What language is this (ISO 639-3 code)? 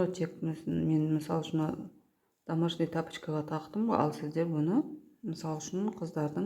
kaz